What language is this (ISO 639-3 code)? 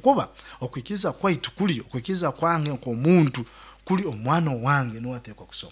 nyo